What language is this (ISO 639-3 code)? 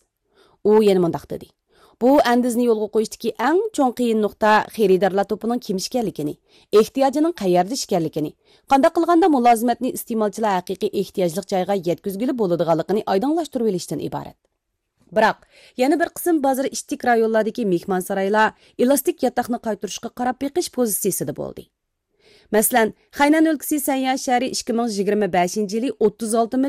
uig